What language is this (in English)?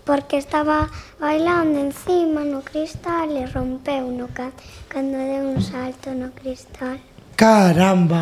Galician